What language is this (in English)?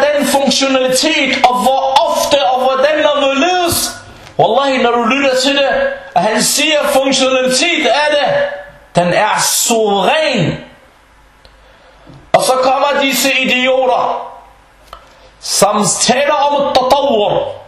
Danish